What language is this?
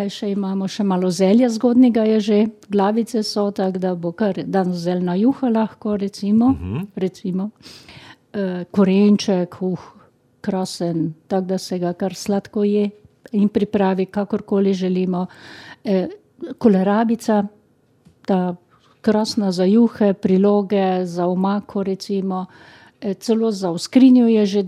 Slovenian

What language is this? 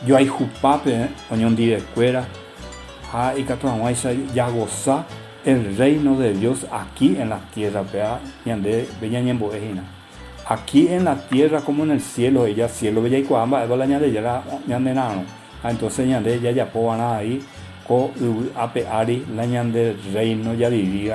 Guarani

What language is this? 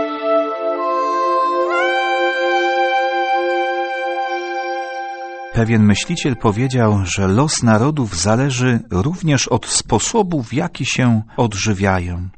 Polish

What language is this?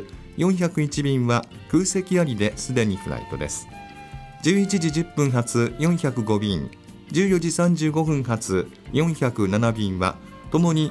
Japanese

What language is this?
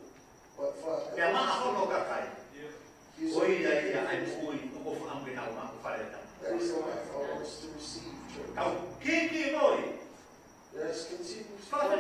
Tongan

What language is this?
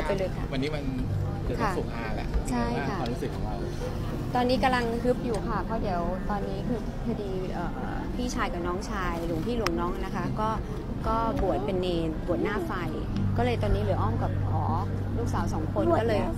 Thai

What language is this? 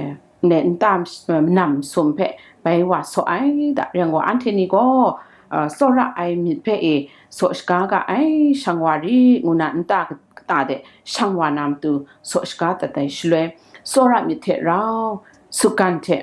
Kachin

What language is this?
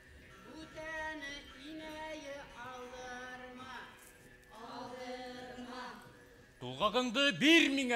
Bashkir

